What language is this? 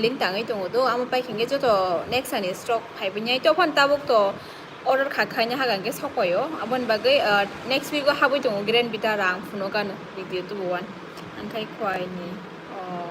Kok Borok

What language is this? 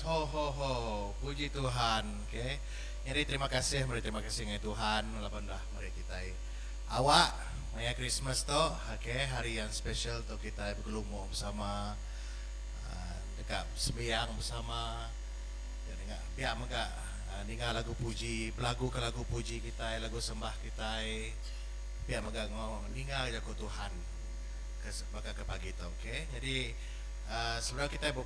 Iban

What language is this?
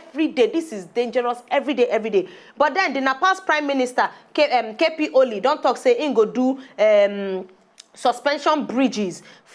Nigerian Pidgin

